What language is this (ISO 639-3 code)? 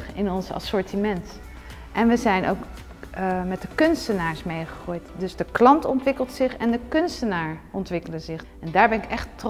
nld